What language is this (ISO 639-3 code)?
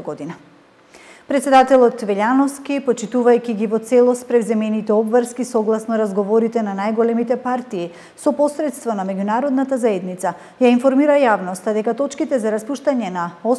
mkd